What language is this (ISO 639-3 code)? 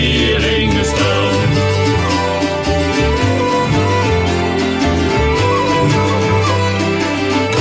nld